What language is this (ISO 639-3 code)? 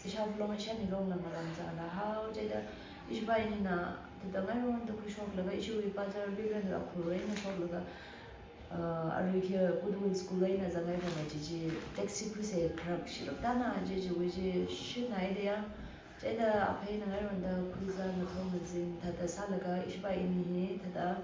nmf